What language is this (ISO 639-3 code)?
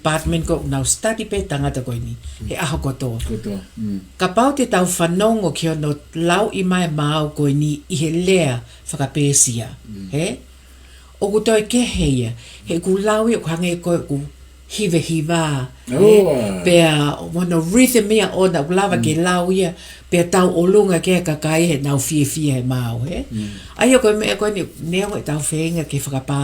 ton